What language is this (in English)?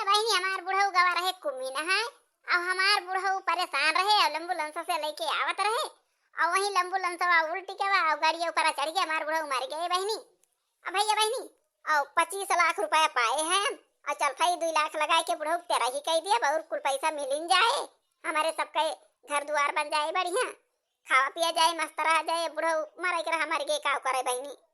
Awadhi